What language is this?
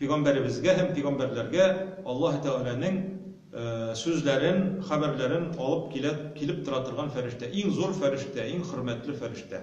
Tatar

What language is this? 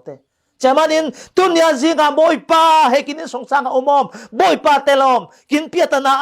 Falam Chin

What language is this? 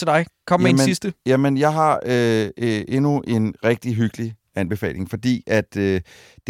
Danish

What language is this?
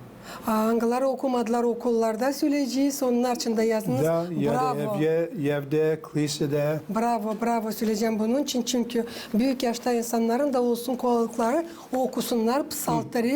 Gagauz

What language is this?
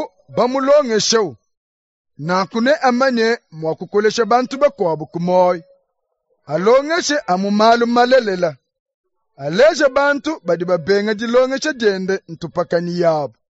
Luba-Lulua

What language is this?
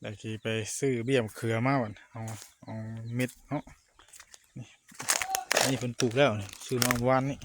Northeastern Thai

